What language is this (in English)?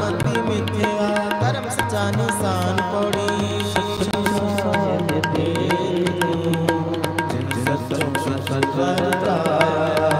Punjabi